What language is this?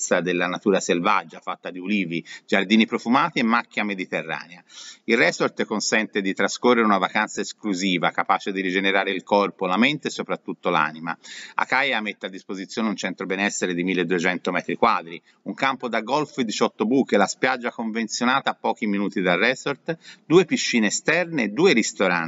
Italian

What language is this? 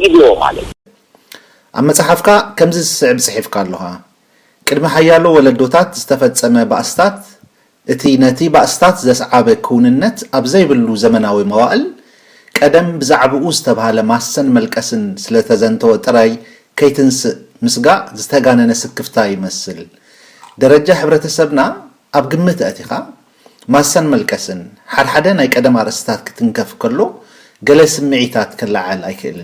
Tigrinya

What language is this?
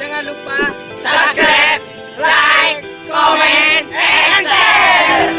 Madurese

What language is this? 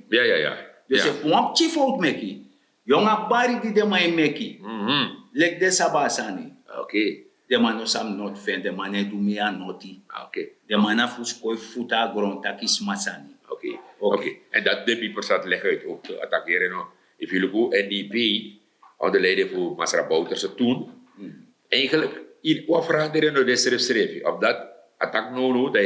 Sranan Tongo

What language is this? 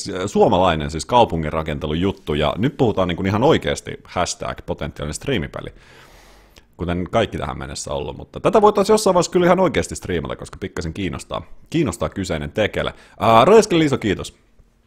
Finnish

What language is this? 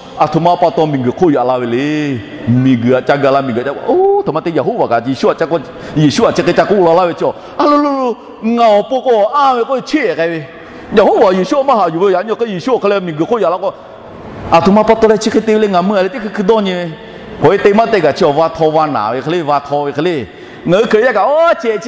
Lahu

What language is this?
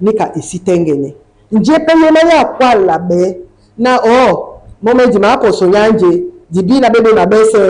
Duala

